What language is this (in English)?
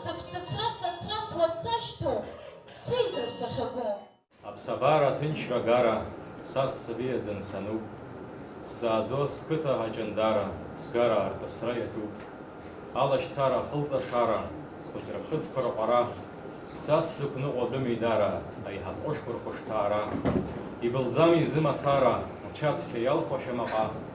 Abkhazian